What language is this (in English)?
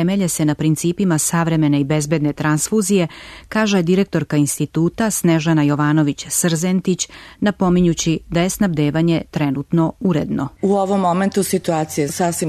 Serbian